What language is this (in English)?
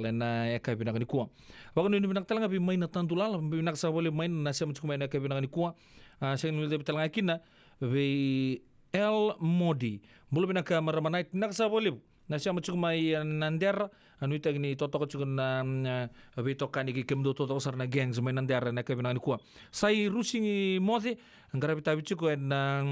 Fijian